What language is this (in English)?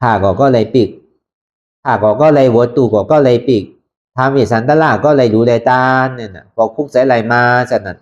Shan